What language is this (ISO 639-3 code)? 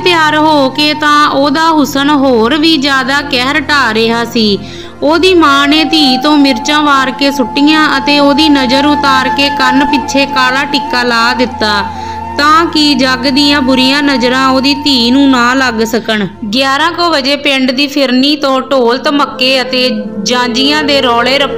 pan